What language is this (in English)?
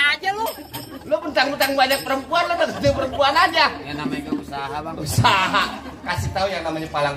Betawi